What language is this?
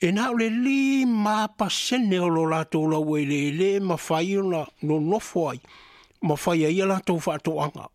Samoan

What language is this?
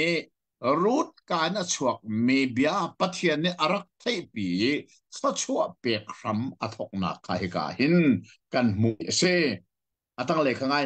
Hakha Chin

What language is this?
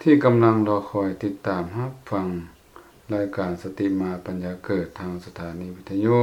Lao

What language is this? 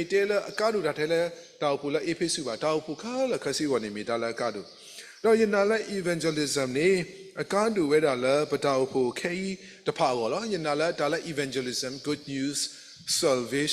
S'gaw Karen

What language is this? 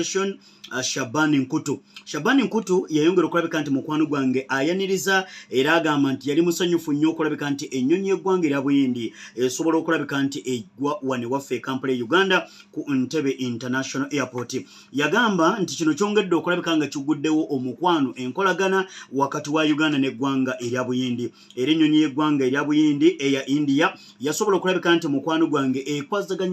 Ganda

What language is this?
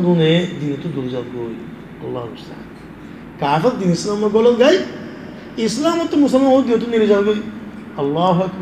Rohingya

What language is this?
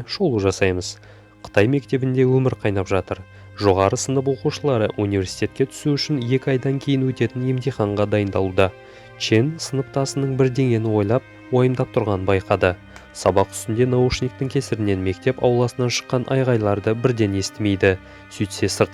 Kazakh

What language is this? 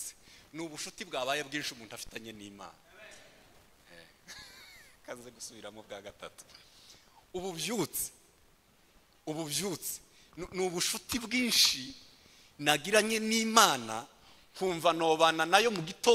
Kinyarwanda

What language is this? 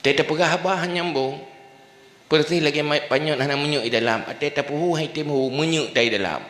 Achinese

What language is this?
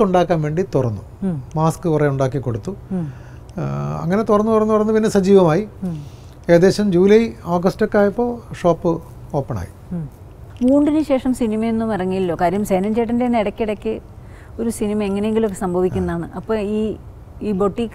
Malayalam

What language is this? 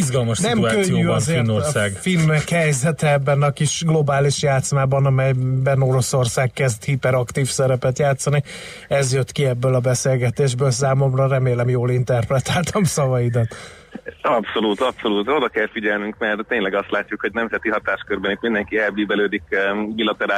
Hungarian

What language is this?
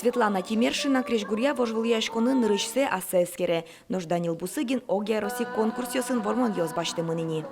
Udmurt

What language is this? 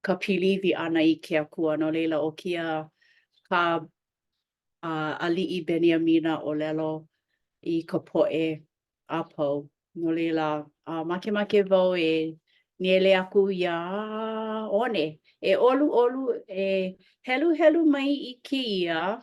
Hawaiian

